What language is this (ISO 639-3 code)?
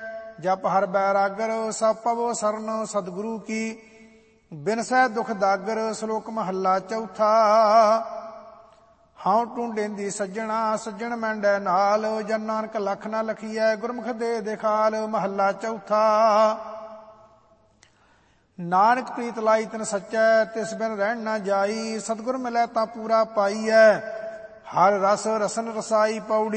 pan